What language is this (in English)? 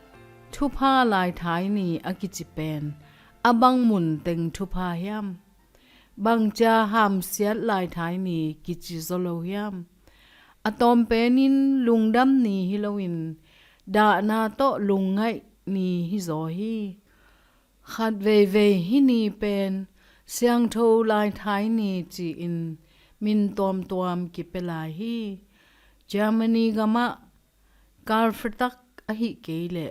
Tedim Chin